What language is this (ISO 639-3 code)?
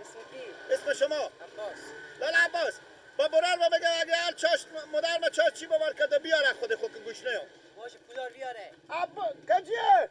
fas